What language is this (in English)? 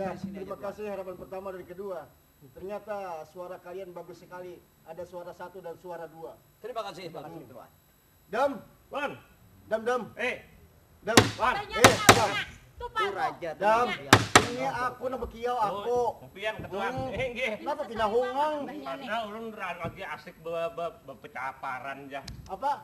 Banjar